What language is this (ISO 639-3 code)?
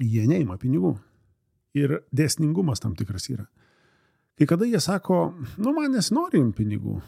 lit